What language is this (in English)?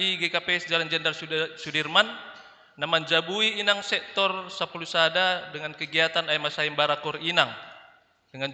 Batak Simalungun